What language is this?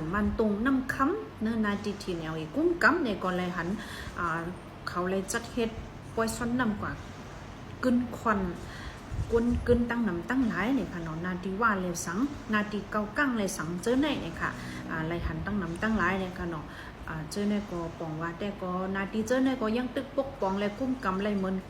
Shan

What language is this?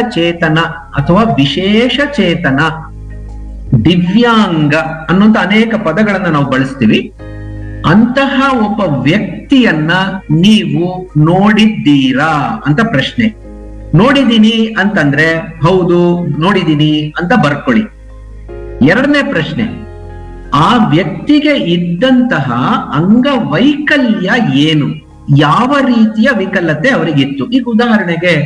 Kannada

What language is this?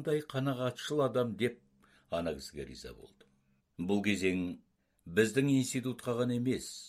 Kazakh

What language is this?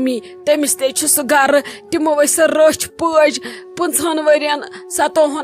Kashmiri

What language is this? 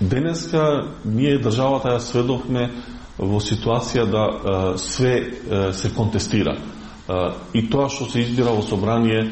Macedonian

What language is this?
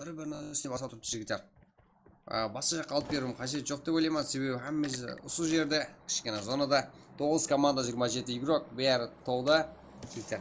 Kara-Kalpak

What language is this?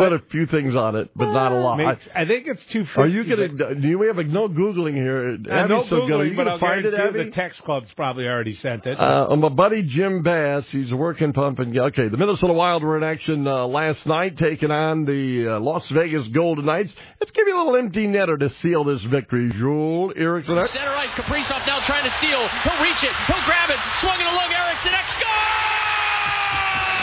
English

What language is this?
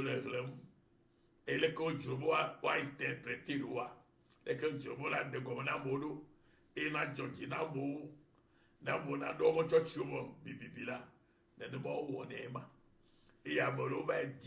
Ewe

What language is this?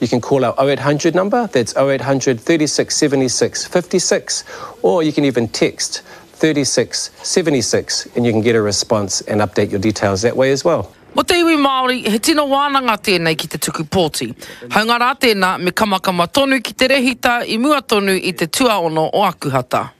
Māori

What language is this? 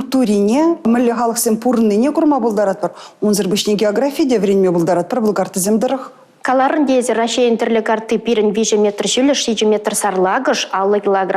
Chuvash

